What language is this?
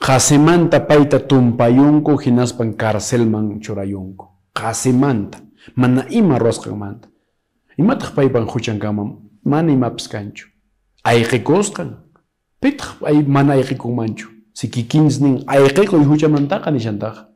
Quechua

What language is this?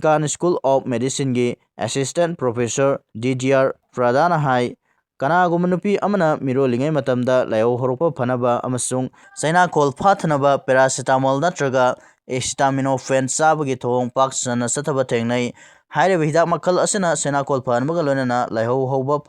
Manipuri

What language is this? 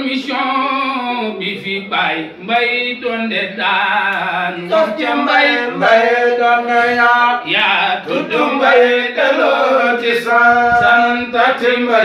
Wolof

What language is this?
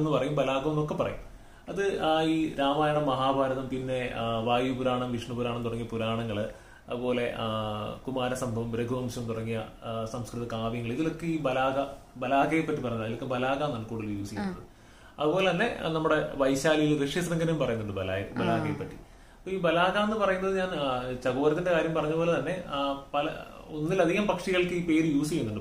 Malayalam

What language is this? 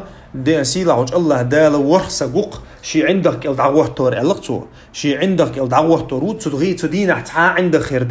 Chechen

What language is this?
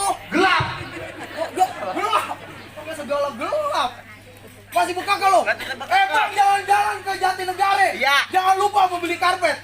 Betawi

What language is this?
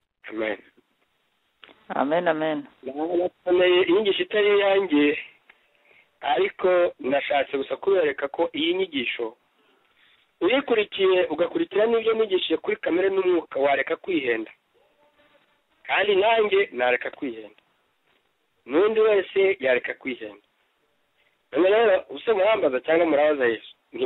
Kinyarwanda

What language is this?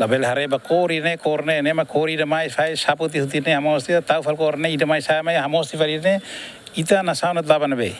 Tetum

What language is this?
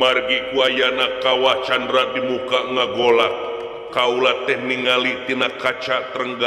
Sundanese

